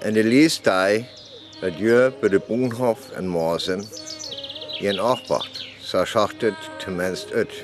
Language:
Northern Frisian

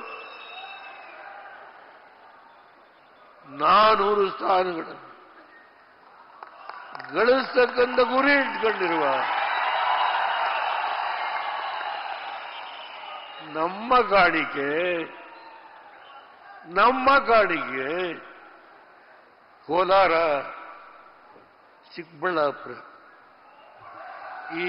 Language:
Kannada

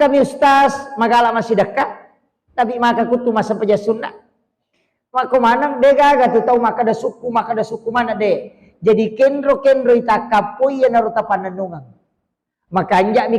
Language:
Buginese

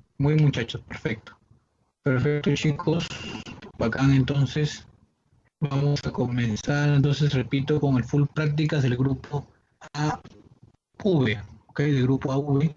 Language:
Spanish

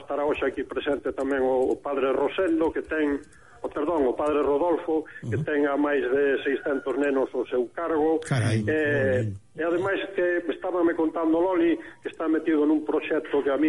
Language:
Galician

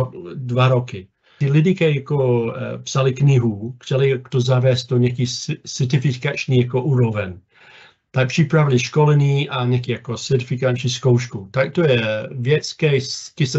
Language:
Czech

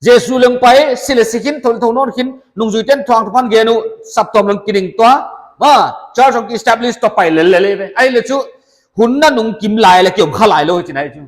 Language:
Paite Chin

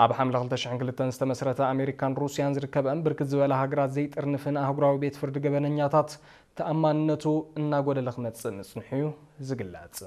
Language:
Tigrinya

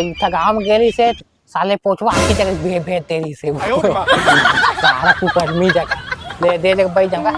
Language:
Chhattisgarhi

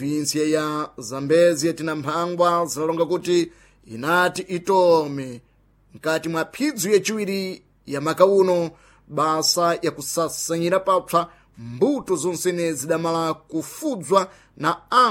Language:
Sena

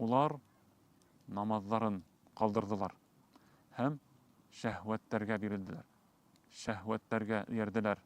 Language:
Bashkir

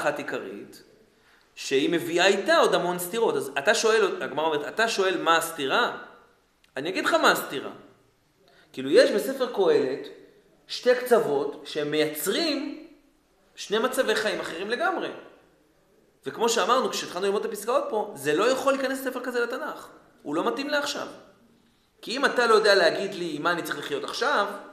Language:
Hebrew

